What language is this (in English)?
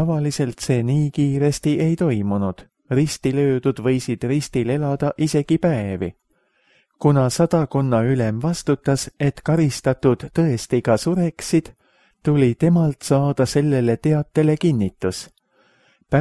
Estonian